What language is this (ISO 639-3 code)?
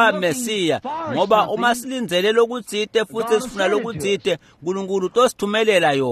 ssw